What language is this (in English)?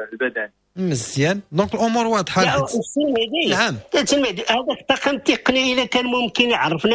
Moroccan Arabic